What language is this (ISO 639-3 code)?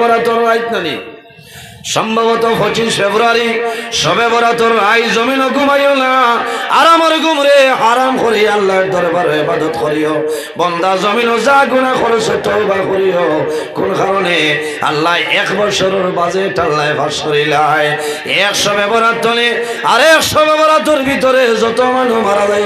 syl